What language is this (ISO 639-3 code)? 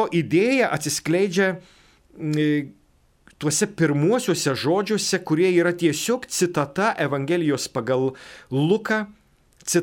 lit